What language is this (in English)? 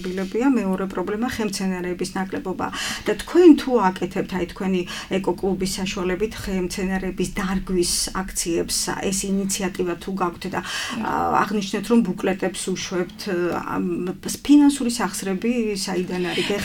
Georgian